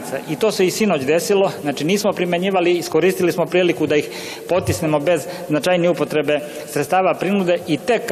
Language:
Serbian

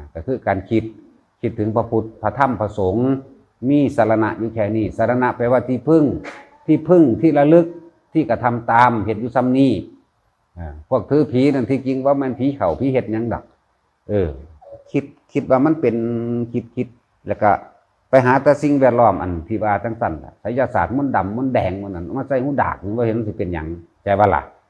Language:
Northeastern Thai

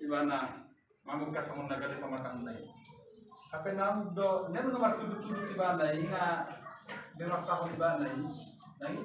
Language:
Batak Toba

